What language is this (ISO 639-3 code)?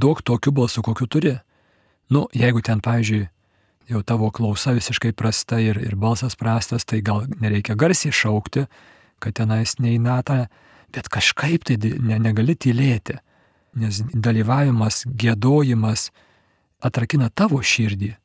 lit